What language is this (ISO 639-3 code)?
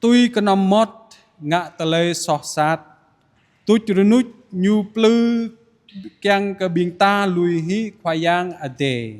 jra